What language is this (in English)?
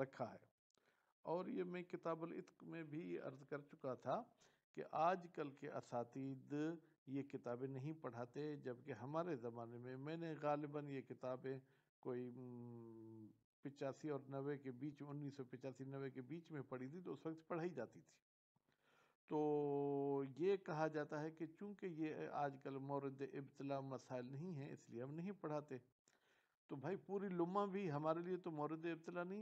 Urdu